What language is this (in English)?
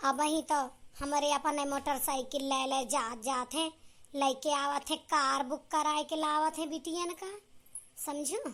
Awadhi